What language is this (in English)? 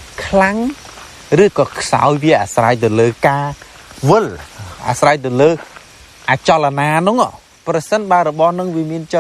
Khmer